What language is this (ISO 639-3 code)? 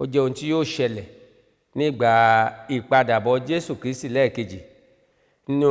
yor